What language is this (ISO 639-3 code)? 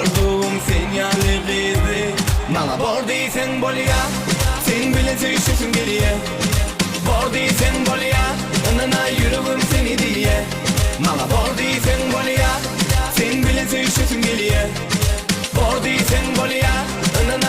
tuk